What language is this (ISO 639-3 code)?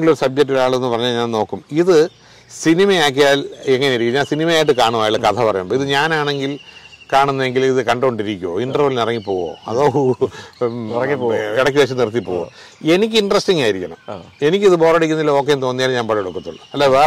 mal